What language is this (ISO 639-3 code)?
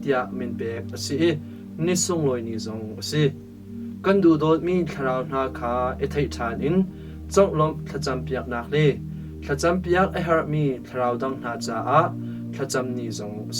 cnh